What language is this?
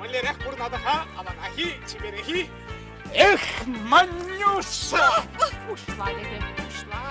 Chuvash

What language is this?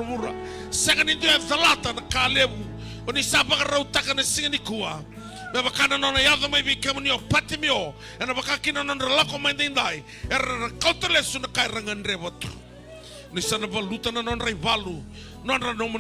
Fijian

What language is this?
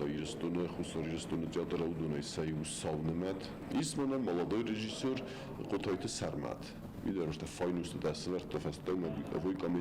Ossetic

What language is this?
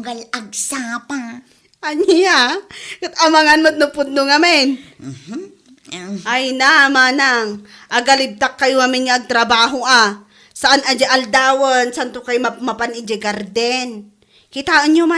Iloko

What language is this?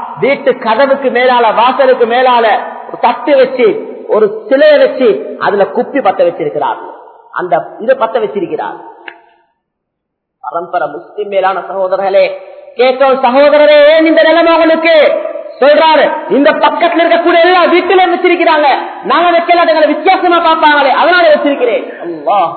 Tamil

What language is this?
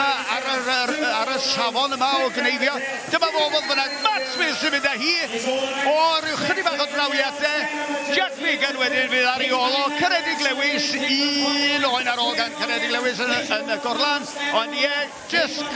Welsh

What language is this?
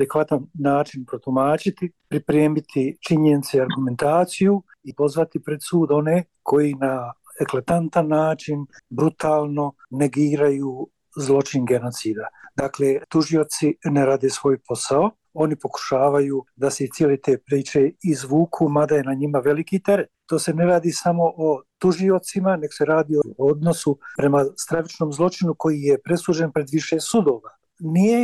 Bosnian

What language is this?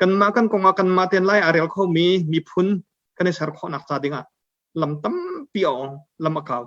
Hakha Chin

